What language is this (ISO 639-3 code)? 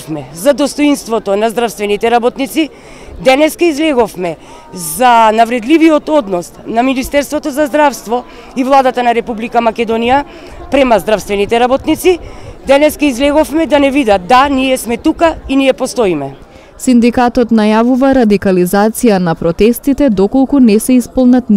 mkd